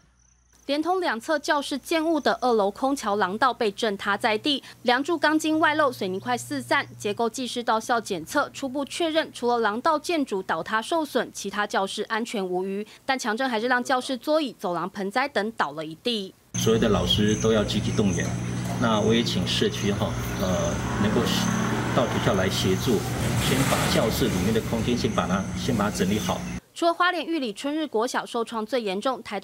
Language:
Chinese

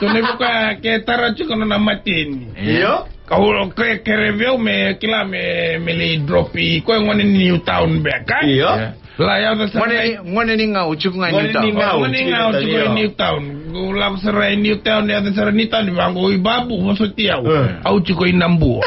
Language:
Fijian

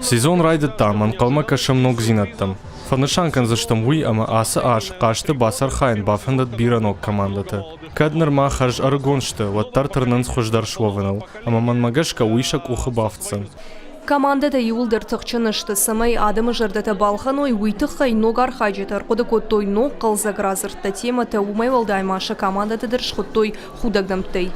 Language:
Ossetic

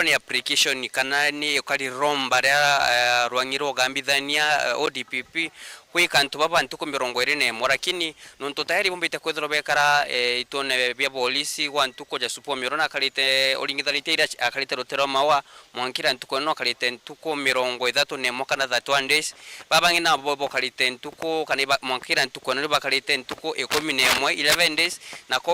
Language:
Meru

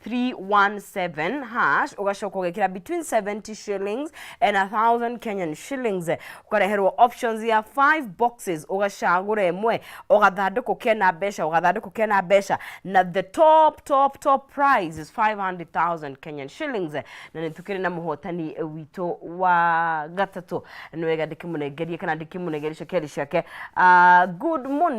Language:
Kikuyu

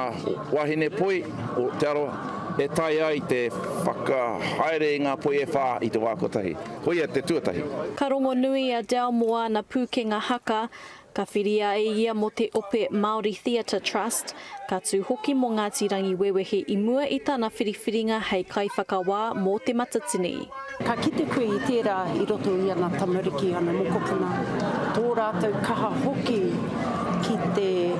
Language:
Māori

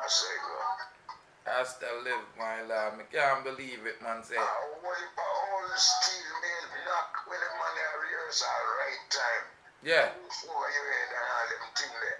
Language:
Jamaican Creole English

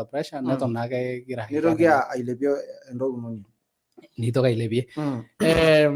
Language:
Masai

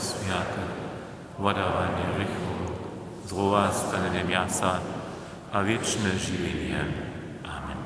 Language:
Upper Sorbian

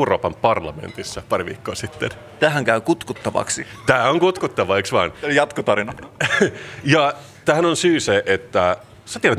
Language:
Finnish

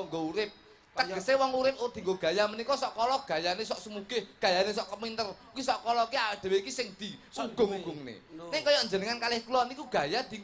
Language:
Javanese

